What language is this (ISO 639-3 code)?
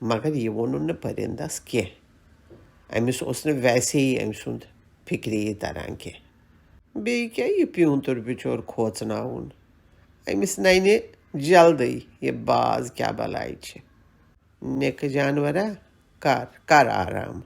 kas